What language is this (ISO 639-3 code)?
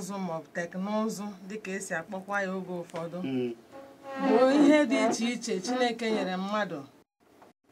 ibo